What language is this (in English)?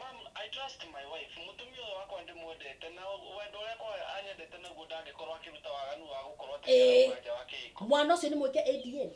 Kikuyu